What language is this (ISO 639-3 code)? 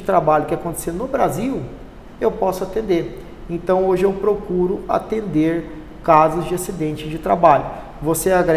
por